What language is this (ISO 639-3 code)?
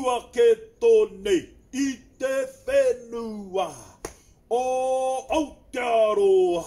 mri